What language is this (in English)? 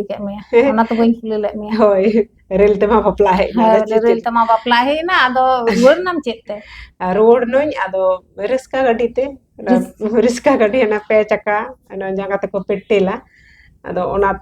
Santali